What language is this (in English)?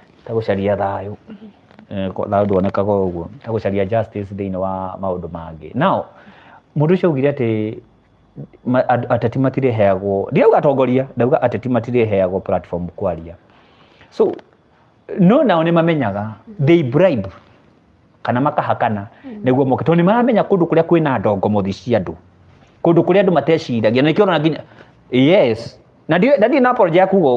Kikuyu